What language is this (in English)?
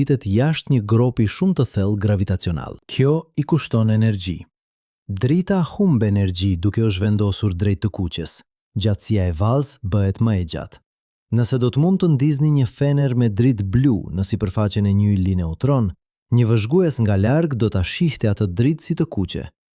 Albanian